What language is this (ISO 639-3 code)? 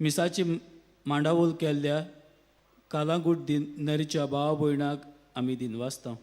kok